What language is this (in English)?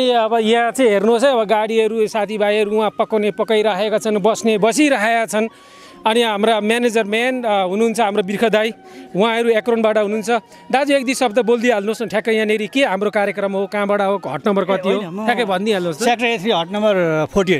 Nepali